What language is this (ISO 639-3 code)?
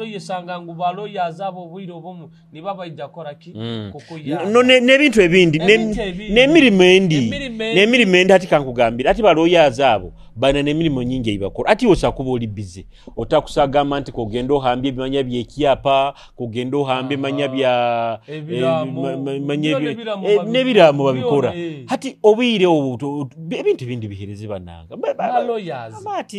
nyo